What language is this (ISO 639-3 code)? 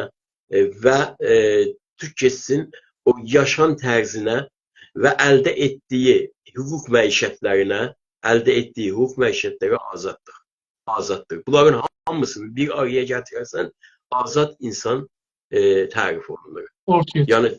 azb